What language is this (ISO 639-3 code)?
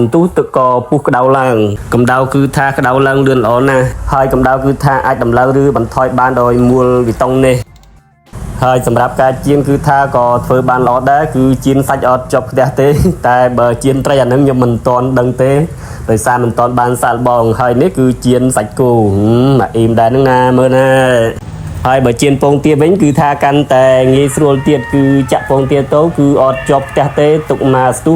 khm